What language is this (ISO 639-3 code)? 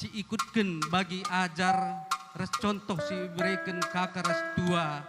btx